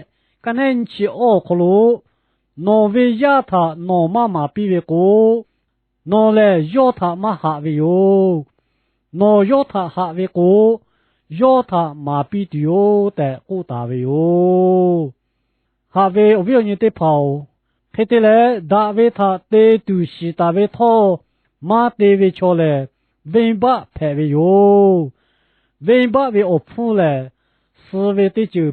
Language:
Lahu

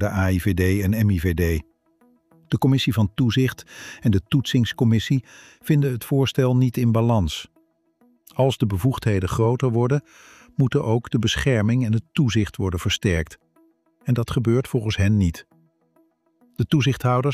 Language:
Dutch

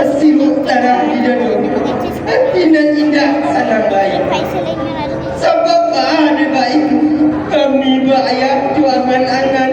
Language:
Minangkabau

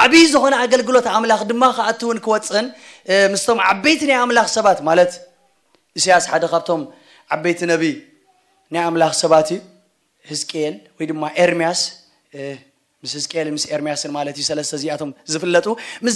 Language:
Tigrinya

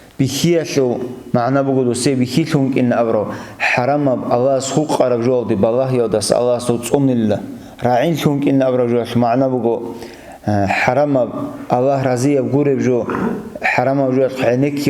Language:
Avaric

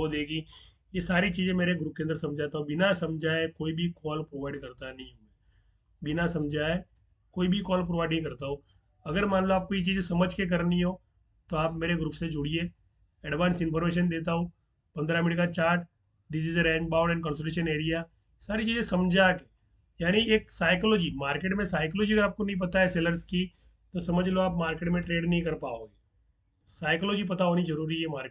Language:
Hindi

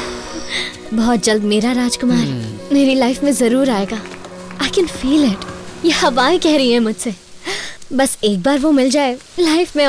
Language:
Hindi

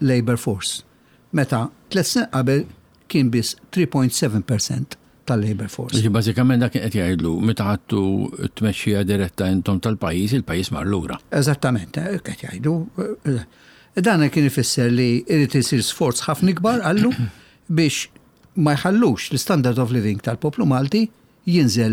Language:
Maltese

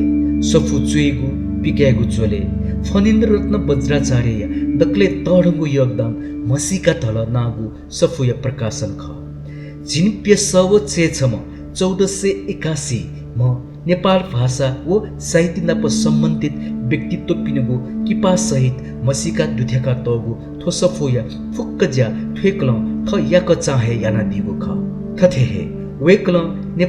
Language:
Newari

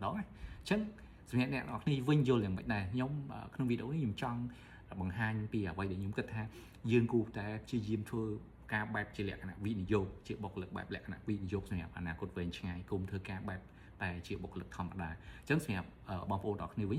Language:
Khmer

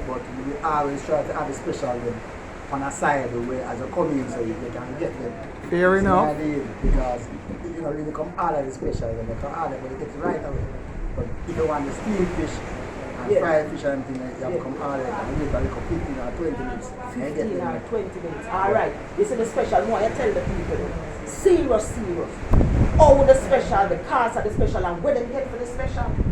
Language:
Jamaican Creole English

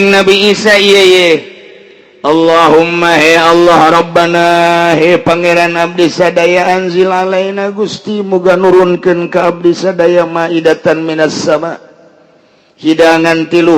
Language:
Sundanese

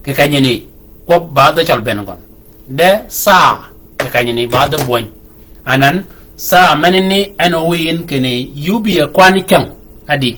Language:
Shilluk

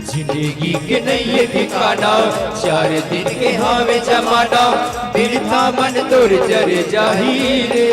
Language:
Chhattisgarhi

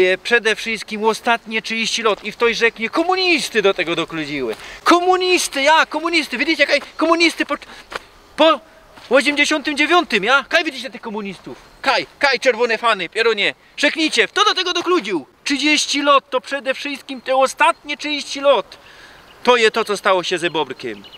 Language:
Silesian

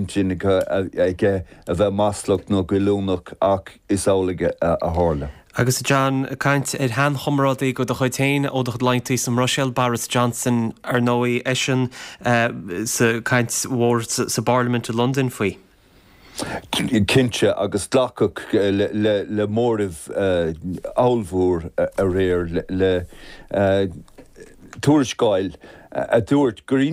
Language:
Irish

